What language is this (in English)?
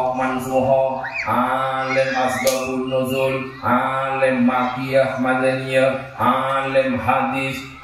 Madurese